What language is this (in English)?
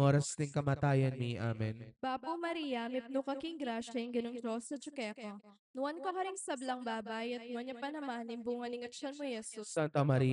Pampanga